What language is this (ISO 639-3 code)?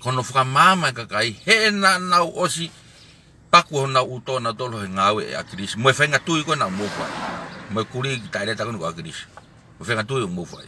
ton